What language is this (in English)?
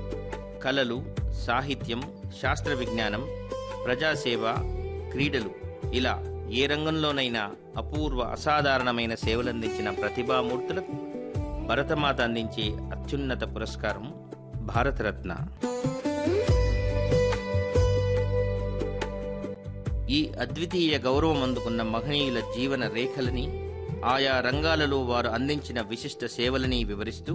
Telugu